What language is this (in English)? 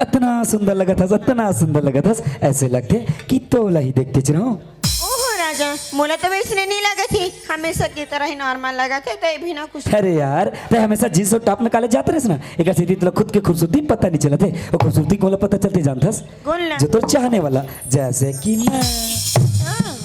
Chhattisgarhi